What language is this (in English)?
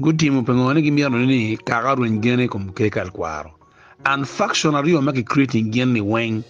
Acoli